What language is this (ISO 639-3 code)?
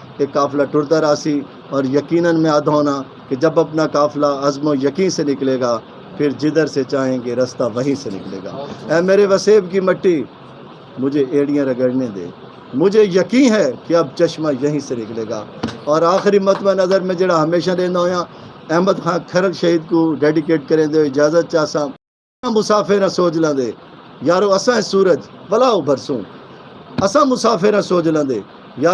skr